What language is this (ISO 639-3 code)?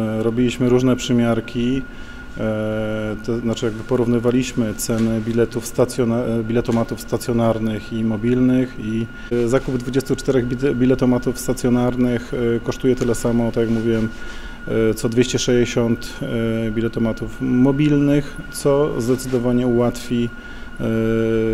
pol